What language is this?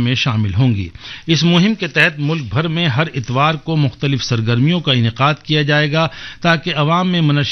Urdu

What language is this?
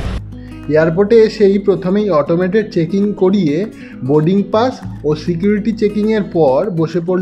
Bangla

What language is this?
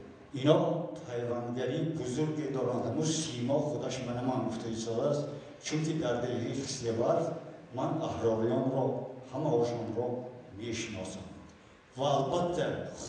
Tajik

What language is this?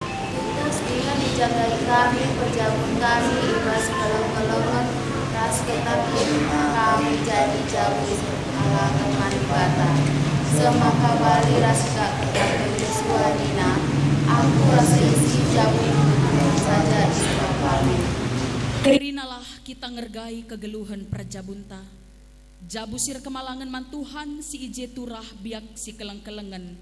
Batak Karo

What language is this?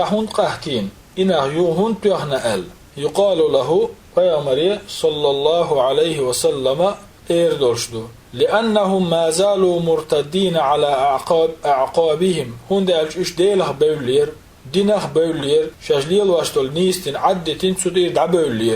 Chechen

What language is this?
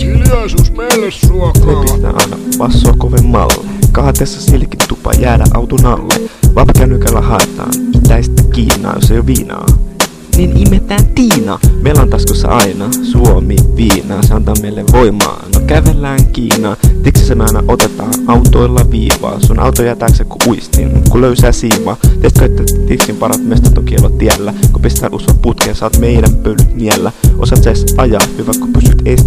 Finnish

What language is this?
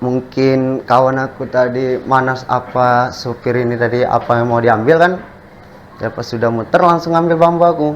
Musi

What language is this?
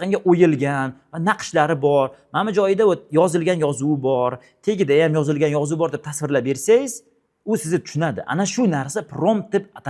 Uzbek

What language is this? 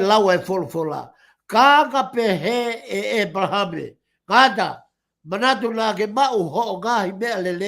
Tongan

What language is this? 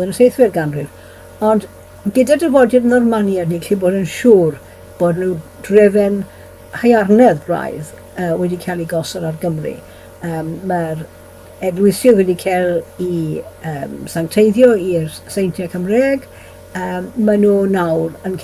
Welsh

